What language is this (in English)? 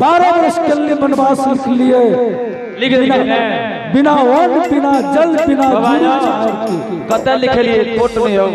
Angika